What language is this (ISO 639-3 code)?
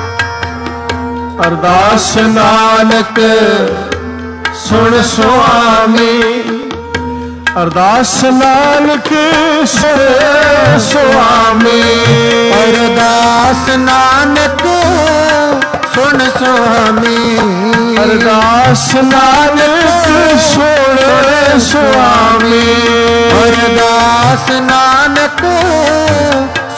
pan